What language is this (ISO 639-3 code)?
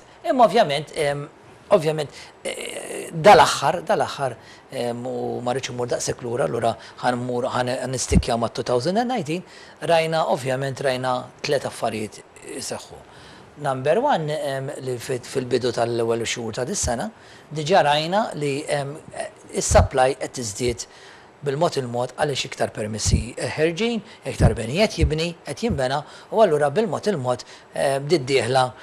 mlt